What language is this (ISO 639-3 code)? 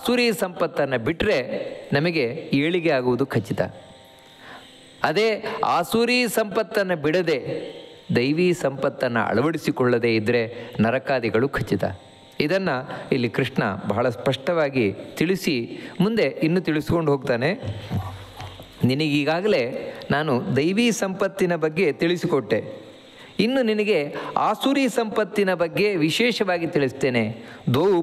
kan